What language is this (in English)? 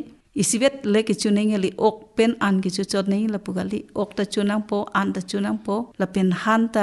Karbi